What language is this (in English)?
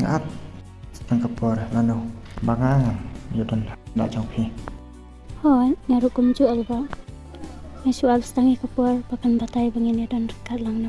Khasi